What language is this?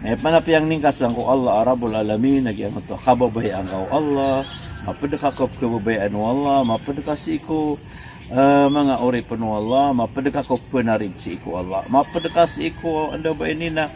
Maranao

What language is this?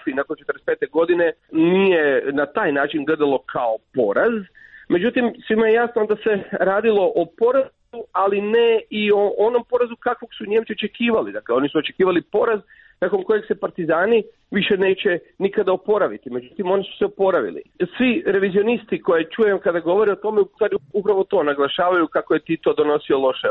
Croatian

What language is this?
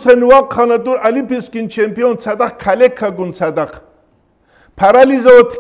Avaric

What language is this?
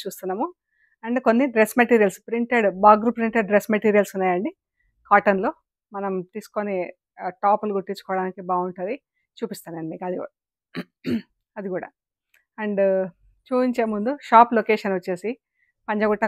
Telugu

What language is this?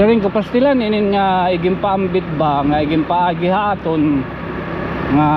Waray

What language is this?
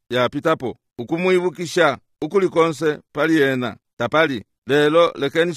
Bemba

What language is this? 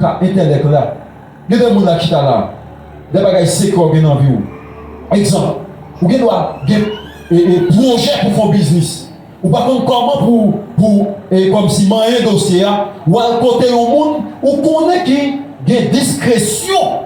Haitian Creole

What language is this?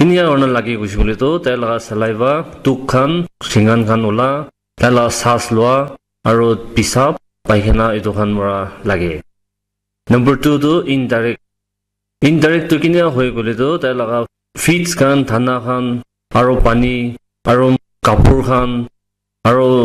Naga Pidgin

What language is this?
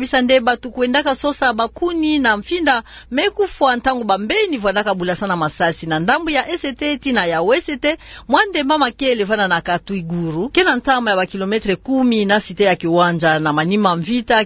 Kituba (Democratic Republic of Congo)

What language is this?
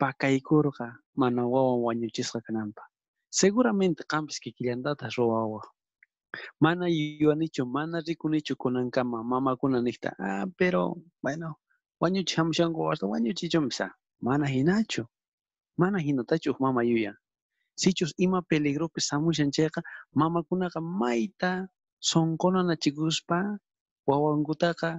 South Bolivian Quechua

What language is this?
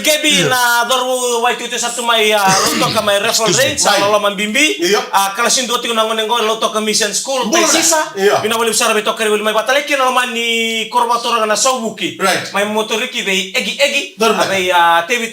Fijian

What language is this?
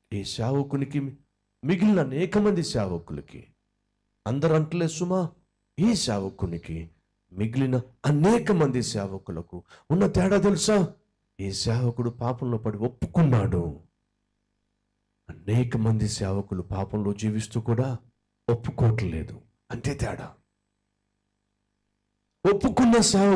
Telugu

